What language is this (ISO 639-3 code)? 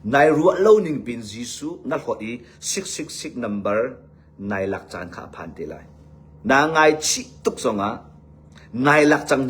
cnh